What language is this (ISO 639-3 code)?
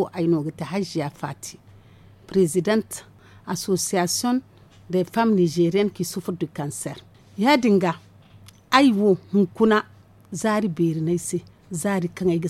dje